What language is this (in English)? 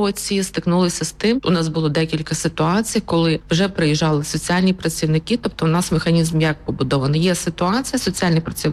Ukrainian